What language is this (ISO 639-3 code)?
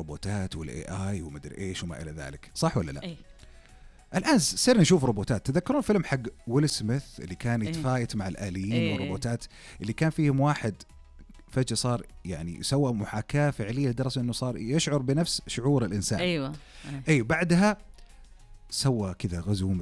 ars